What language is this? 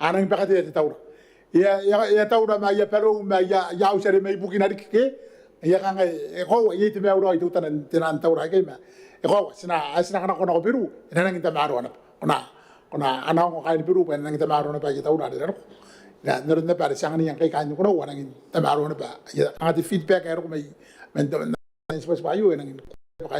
Gilbertese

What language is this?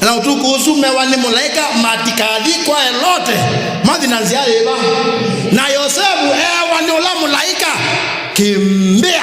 Kamba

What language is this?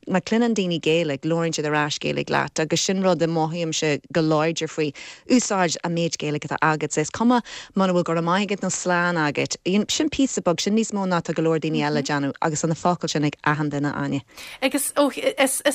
Irish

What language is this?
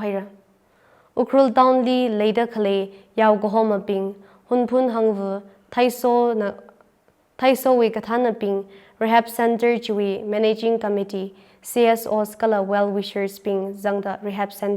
Tangkhul Naga (India)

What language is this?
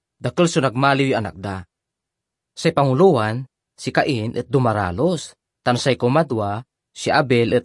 Pangasinan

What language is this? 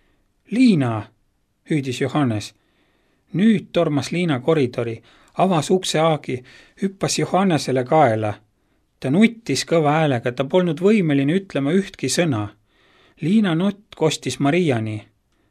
Estonian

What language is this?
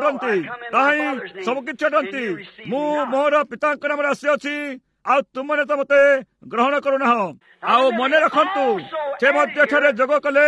Odia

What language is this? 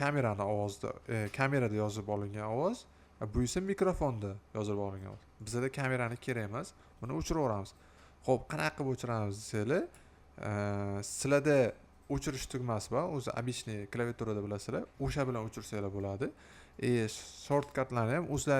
Uzbek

